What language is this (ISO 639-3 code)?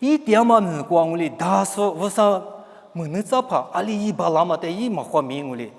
lis